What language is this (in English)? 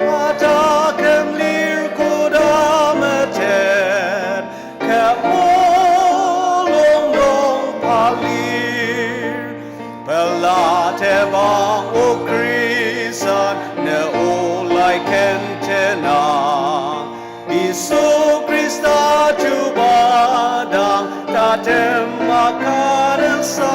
Ao Naga